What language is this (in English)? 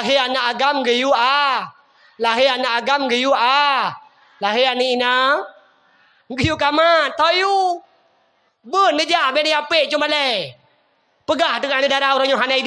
Achinese